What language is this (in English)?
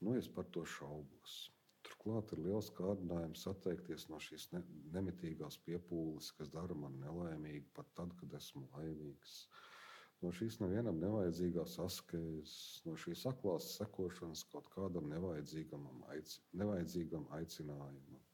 Latvian